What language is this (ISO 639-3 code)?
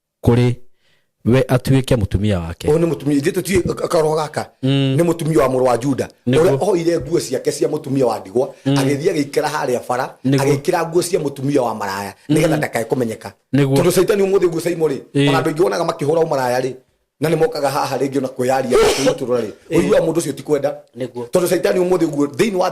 kik